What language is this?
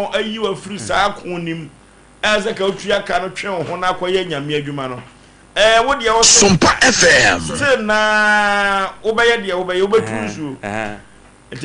Akan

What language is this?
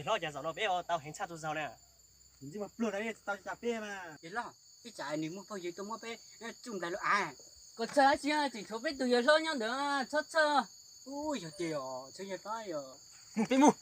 Hmong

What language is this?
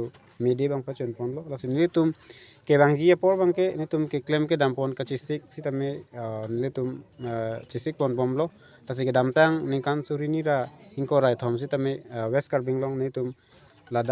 Karbi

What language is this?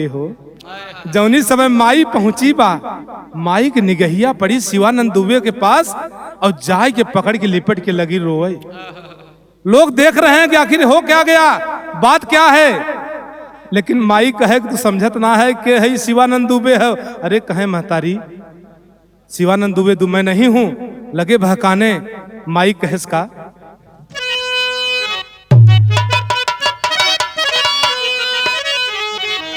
Bhojpuri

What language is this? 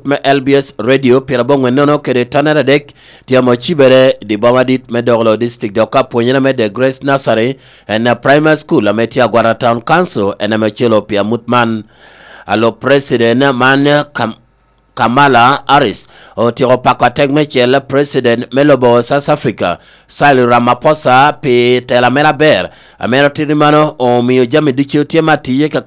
Lango (Uganda)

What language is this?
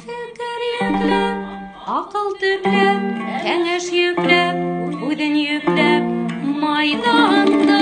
Bashkir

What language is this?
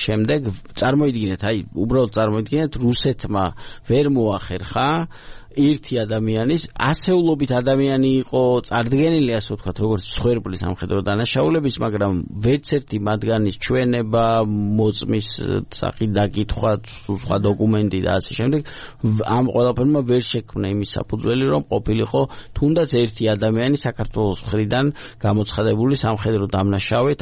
Georgian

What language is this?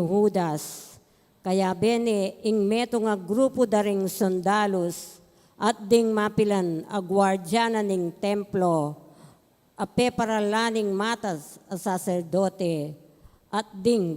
Pampanga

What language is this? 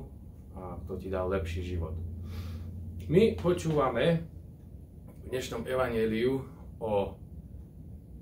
Slovak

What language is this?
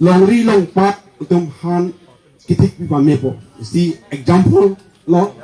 Karbi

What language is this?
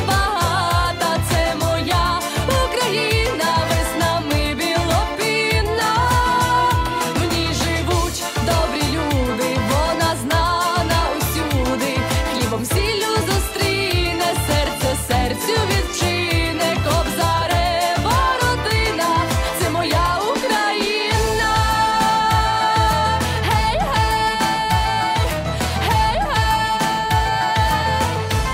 Ukrainian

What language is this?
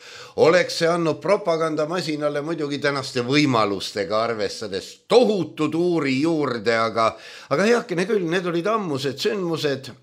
Estonian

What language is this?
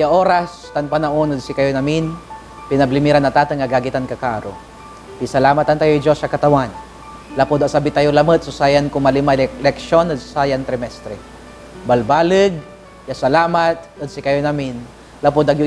Pangasinan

